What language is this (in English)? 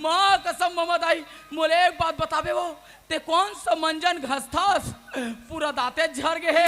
Chhattisgarhi